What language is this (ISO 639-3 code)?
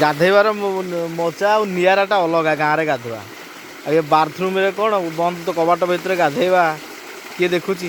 ori